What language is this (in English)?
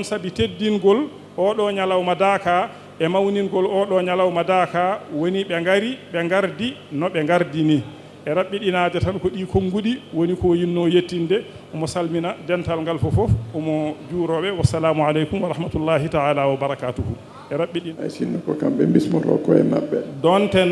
Fula